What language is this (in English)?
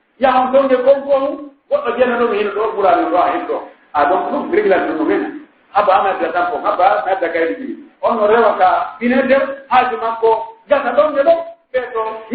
Pular